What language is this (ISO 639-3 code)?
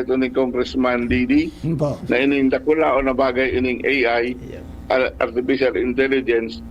bik